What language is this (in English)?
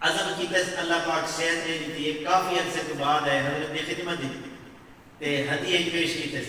Saraiki